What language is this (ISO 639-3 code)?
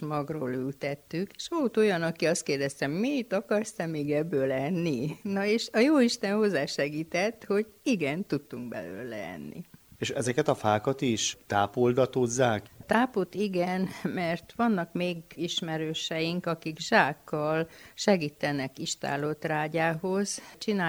hun